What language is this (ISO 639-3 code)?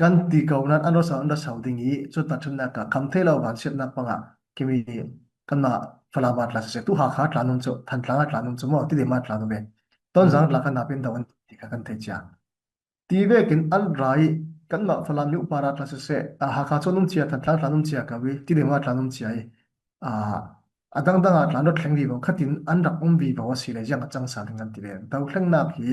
cfm